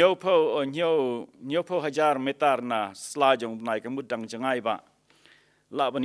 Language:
Khasi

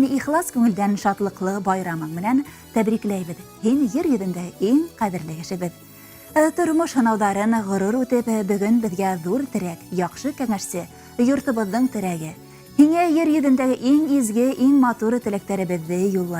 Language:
Bashkir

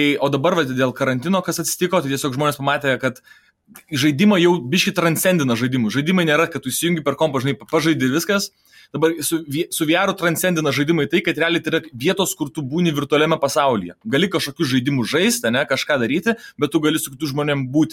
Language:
Lithuanian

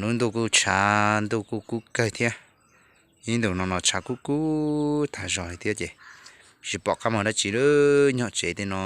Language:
Hmong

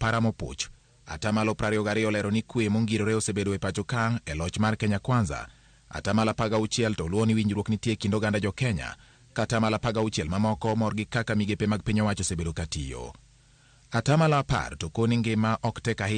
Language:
Luo (Kenya and Tanzania)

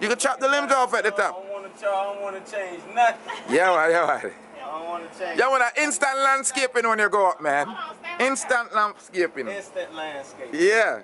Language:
Jamaican Creole English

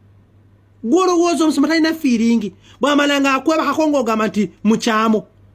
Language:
Ganda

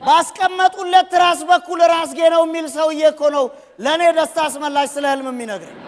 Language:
Amharic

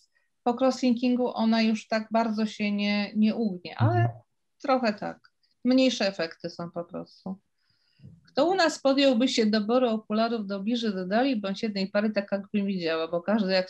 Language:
Polish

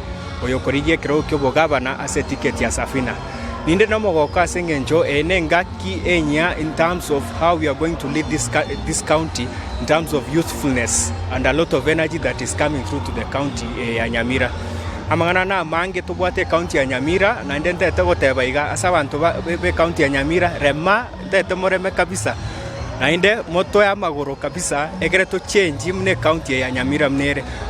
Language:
Gusii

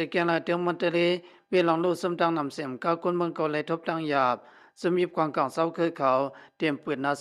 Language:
Shan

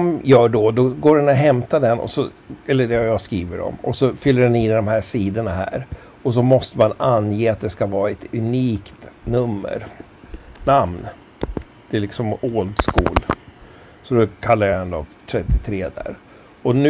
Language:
Swedish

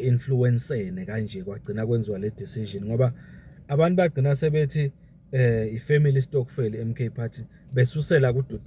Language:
Zulu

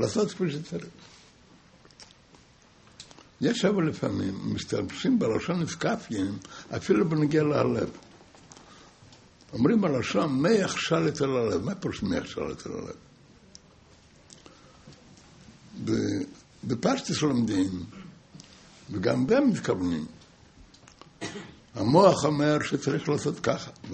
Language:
Hebrew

